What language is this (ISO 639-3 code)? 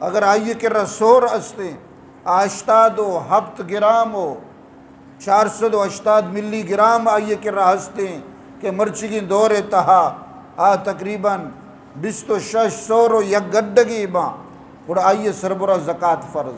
bgp